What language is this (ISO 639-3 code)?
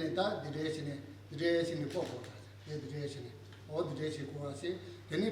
bod